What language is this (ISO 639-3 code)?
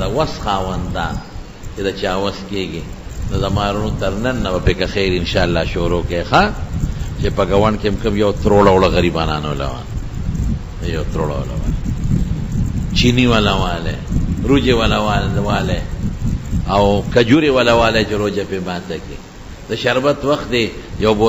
pus